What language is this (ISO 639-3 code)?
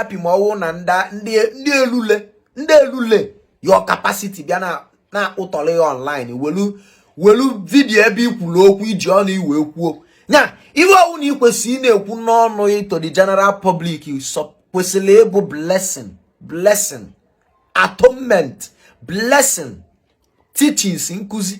ibo